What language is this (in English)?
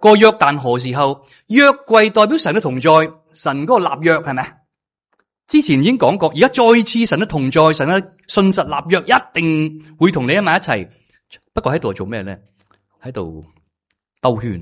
Cantonese